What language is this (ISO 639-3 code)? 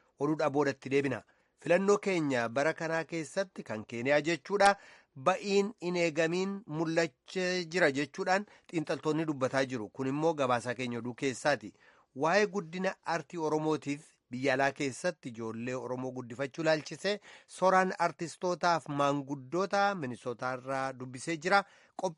orm